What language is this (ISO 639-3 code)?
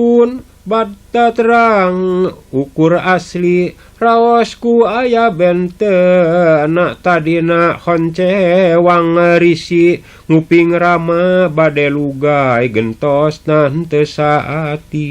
sun